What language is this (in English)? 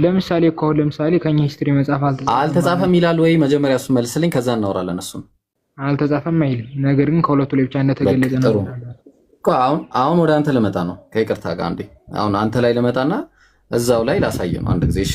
Amharic